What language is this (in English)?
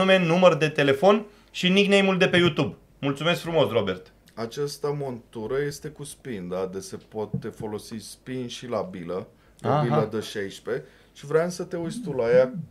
Romanian